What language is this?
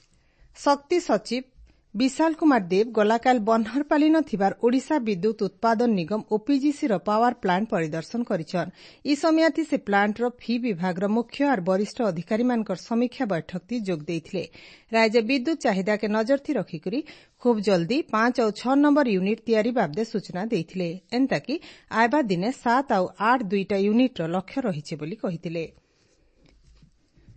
Odia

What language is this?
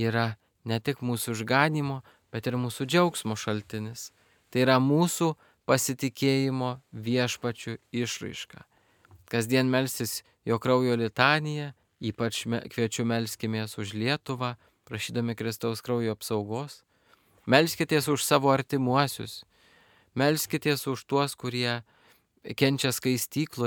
Lithuanian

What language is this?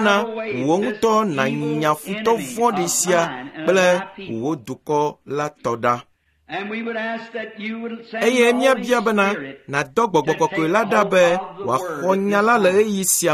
Ewe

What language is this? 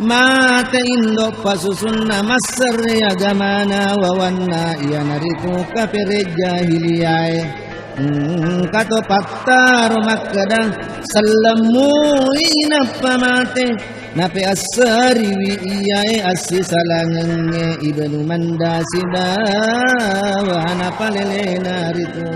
Buginese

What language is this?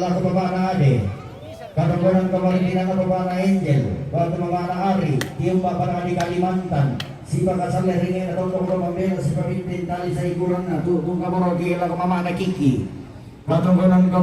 Toraja-Sa'dan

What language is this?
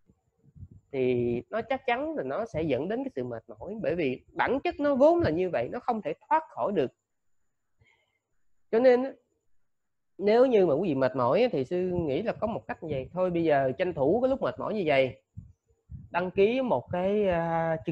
Vietnamese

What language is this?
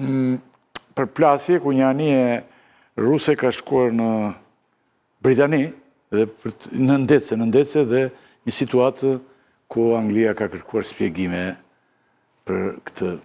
Albanian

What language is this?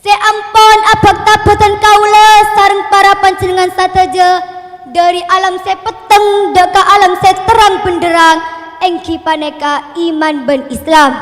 Madurese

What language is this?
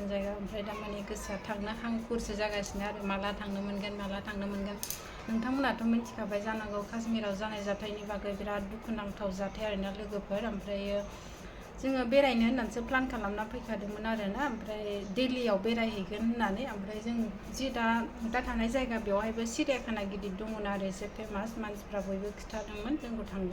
Bodo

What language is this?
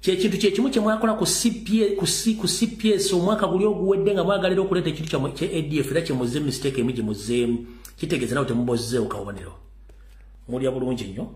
Ganda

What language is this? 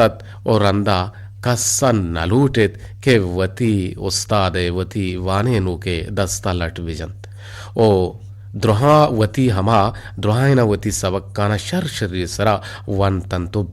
Eastern Balochi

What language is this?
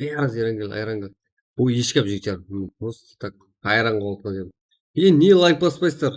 Kara-Kalpak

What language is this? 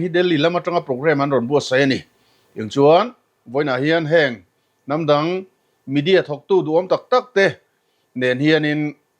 Mizo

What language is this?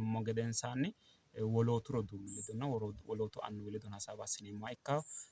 Sidamo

